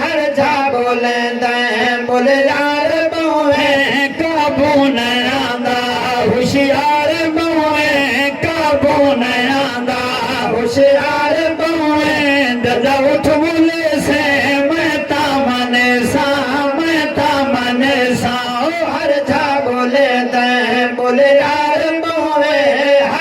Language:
Saraiki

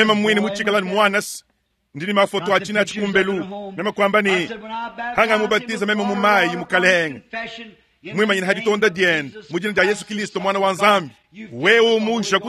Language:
Luba-Lulua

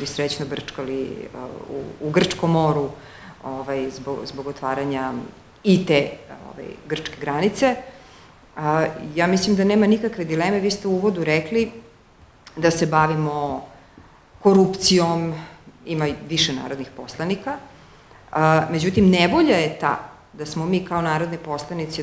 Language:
Serbian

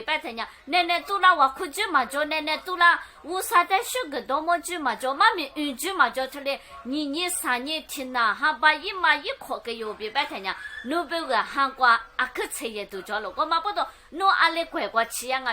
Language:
Lisu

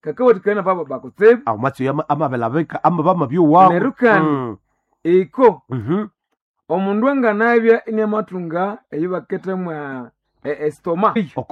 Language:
Nande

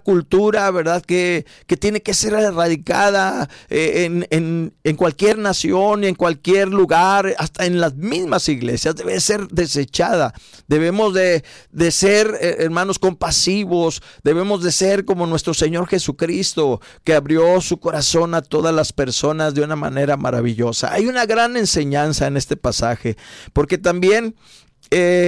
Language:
Spanish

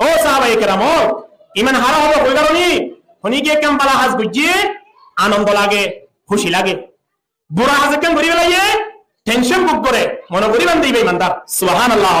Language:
Rohingya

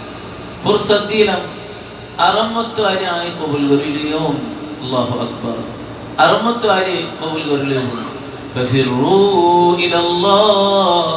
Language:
Rohingya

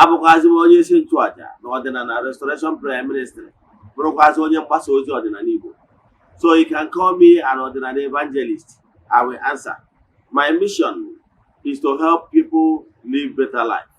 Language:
Igbo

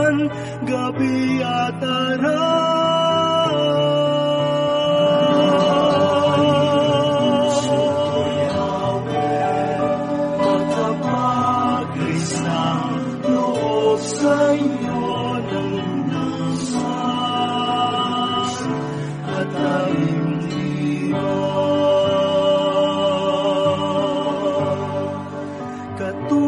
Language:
Filipino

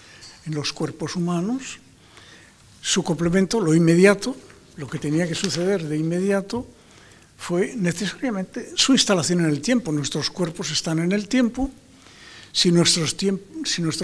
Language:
Spanish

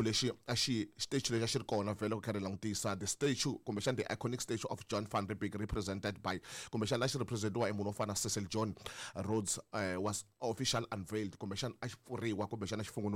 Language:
Tsonga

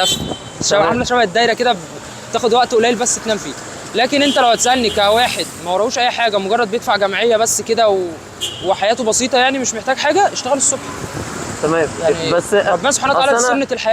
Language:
Egyptian Arabic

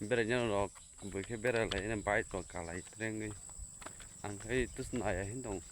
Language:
Kok Borok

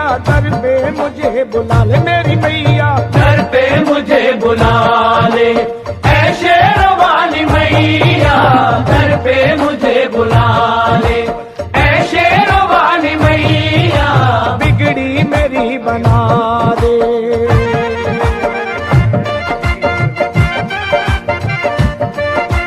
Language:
Hindi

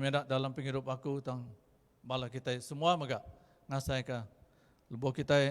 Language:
Iban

